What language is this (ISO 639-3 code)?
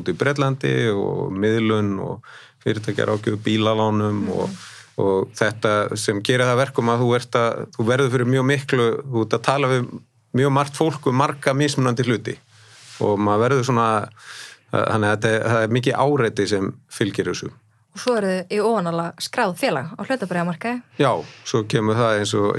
isl